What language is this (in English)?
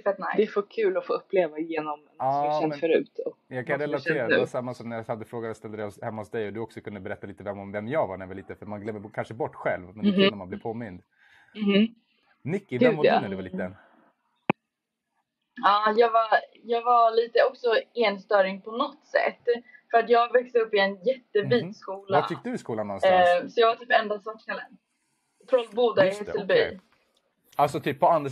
Swedish